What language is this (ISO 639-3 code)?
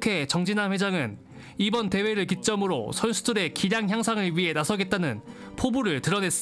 kor